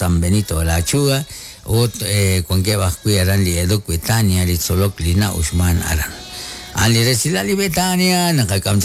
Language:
Kekchí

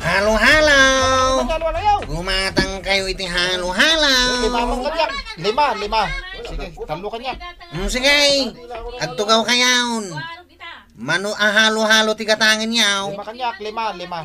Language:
Iloko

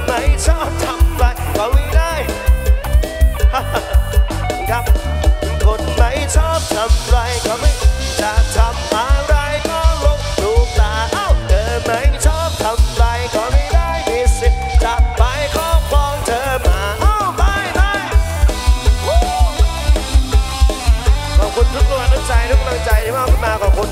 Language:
Thai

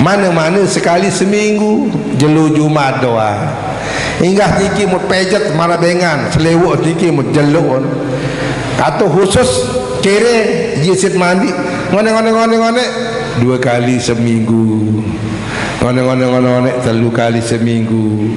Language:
Sasak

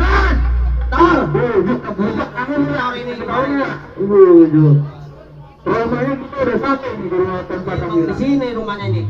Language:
Betawi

